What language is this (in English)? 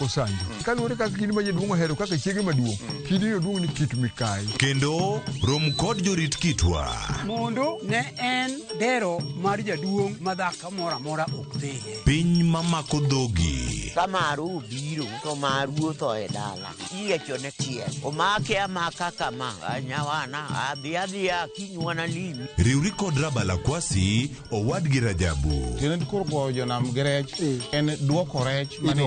Luo (Kenya and Tanzania)